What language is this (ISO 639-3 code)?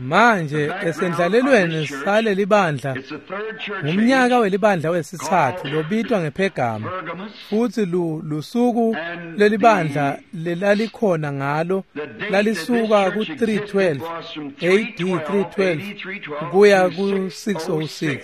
ssw